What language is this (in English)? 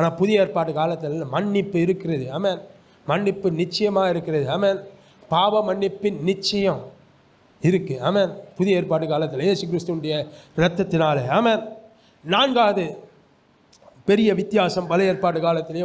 Tamil